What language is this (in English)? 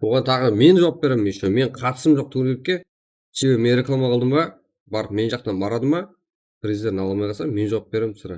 Kara-Kalpak